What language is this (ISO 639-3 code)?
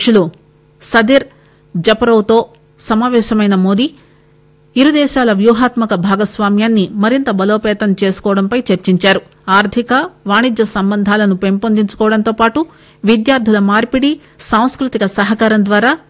tel